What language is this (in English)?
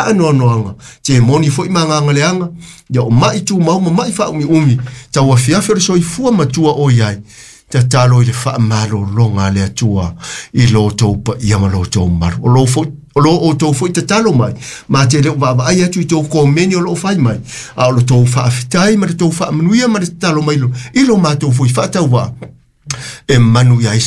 Samoan